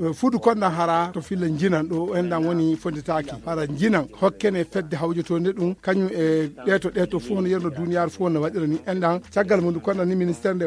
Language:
Fula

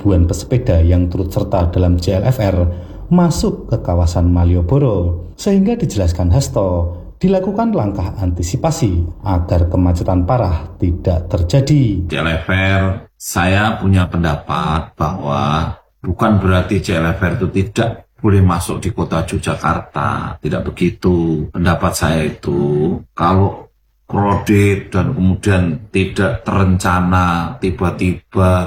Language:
Indonesian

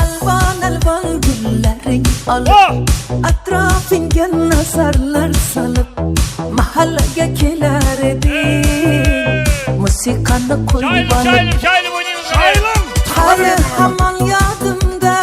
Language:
Kara-Kalpak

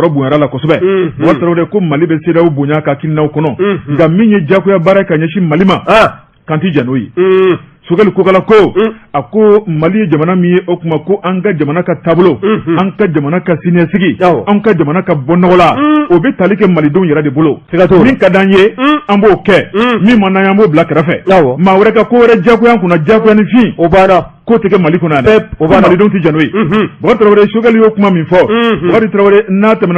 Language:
Bambara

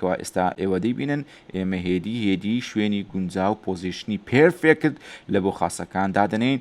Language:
Central Kurdish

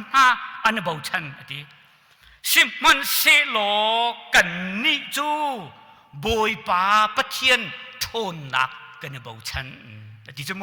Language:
Hakha Chin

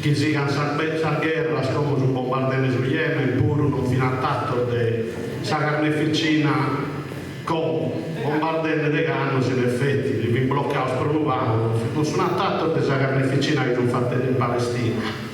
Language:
Sardinian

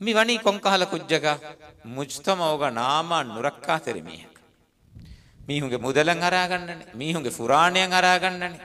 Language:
Divehi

